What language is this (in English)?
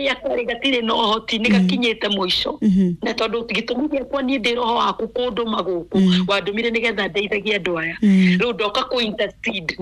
Kikuyu